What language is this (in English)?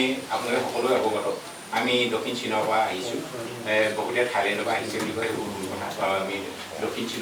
Assamese